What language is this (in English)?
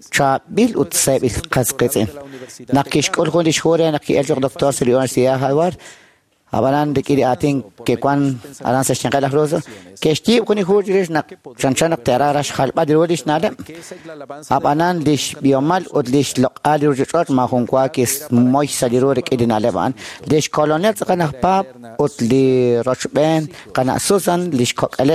Kekchí